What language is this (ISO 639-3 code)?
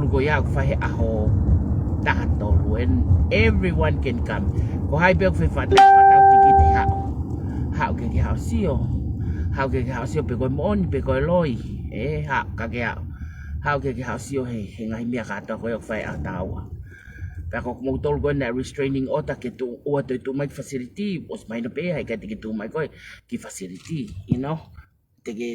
ton